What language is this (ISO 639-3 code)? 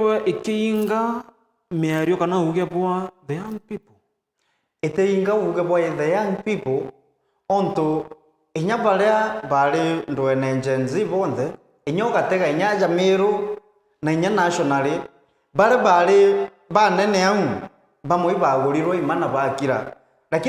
mer